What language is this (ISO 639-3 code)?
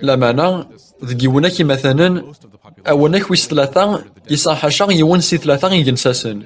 kab